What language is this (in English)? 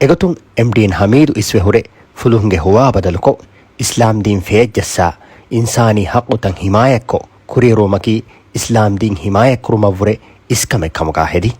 Divehi